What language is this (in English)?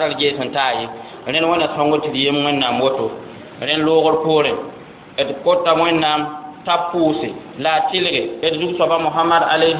Mossi